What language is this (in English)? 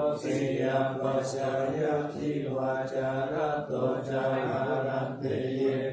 Pali